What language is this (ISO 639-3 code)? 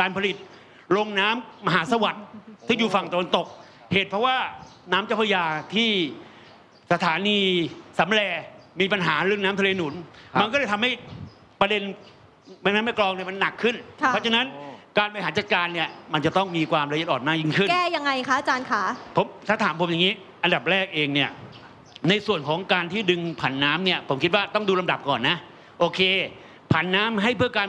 tha